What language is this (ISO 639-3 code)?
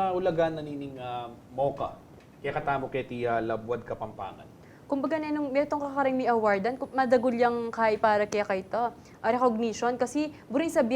pam